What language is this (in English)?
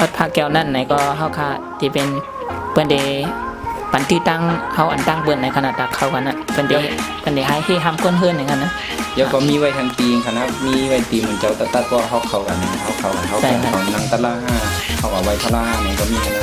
Shan